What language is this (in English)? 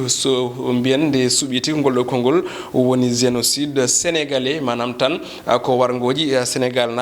Fula